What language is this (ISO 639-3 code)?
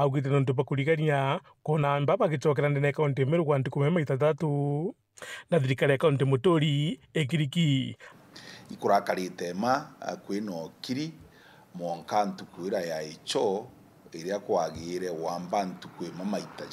mer